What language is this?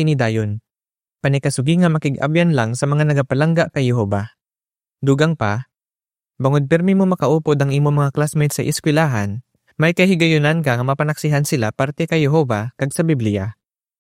Hiligaynon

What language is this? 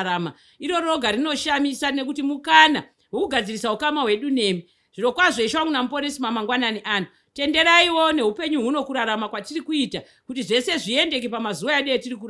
Shona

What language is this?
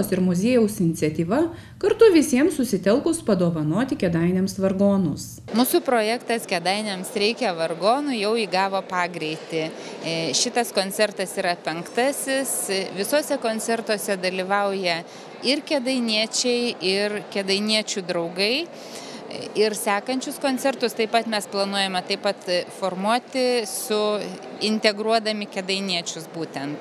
Lithuanian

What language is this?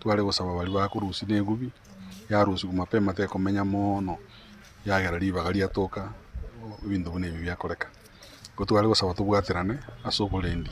Gusii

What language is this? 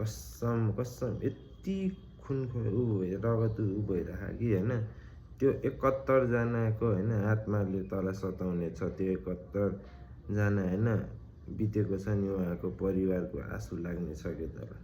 Nepali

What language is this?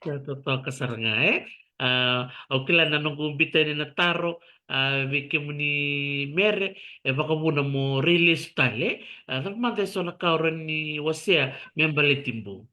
Fijian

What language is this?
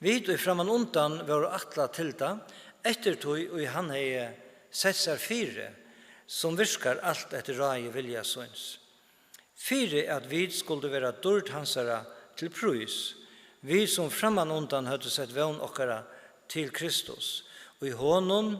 Faroese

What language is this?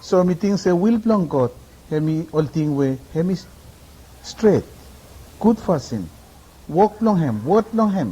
Bislama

